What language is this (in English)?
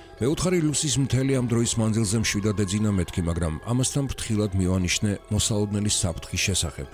Georgian